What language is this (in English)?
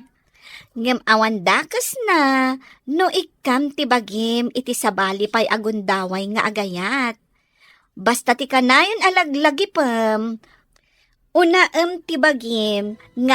Iloko